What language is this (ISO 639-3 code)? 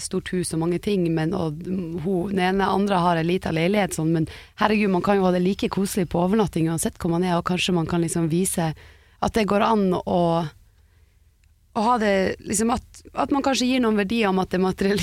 nor